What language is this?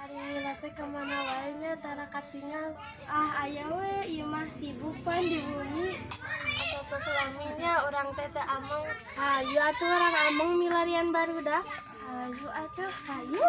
Sundanese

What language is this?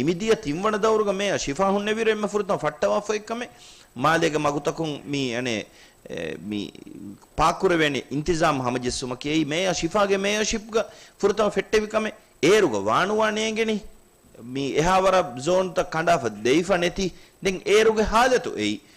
Divehi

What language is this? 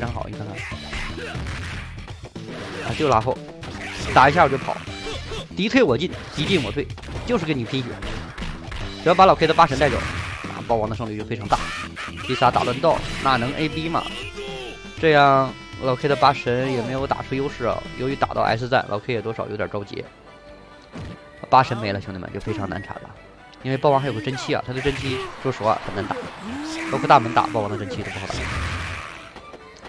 Chinese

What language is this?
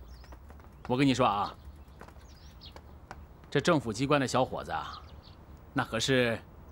Chinese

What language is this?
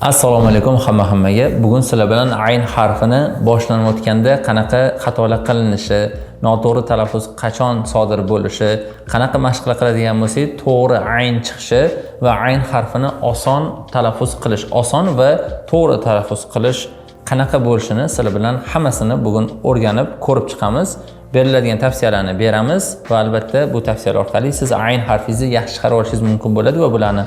Uzbek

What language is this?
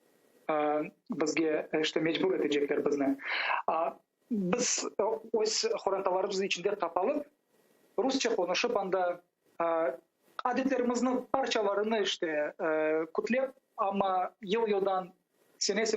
Crimean Tatar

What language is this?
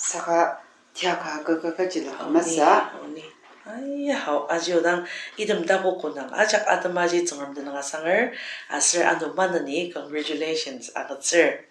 Ao Naga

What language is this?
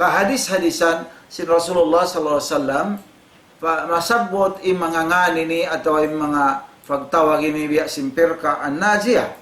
Tausug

